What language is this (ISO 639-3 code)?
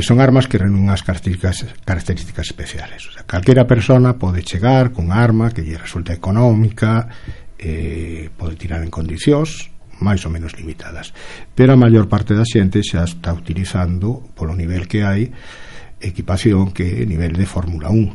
glg